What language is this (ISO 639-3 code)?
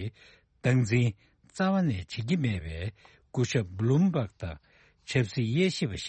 bod